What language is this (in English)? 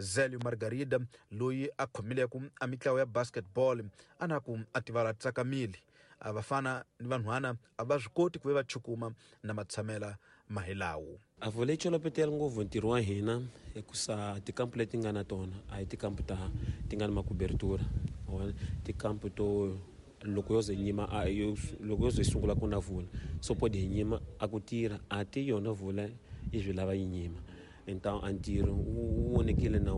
Tsonga